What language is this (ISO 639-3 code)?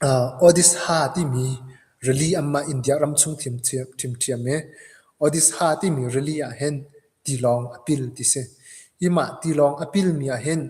cnh